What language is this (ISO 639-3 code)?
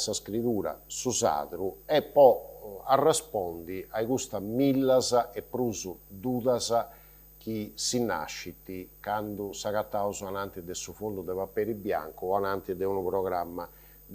srd